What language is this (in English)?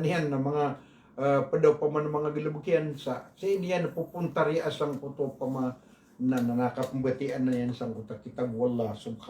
Maranao